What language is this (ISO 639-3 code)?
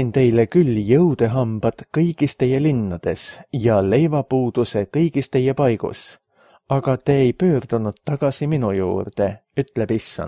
est